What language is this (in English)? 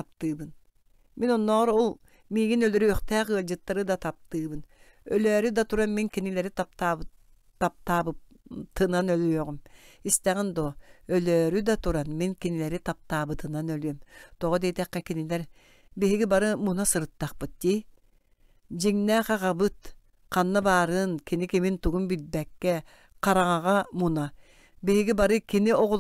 Yakut